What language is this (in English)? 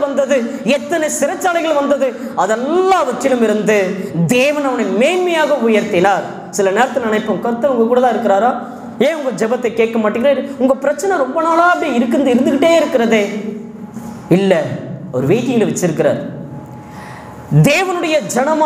Tamil